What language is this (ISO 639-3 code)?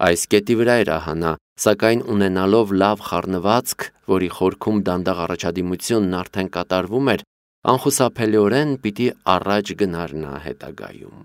hye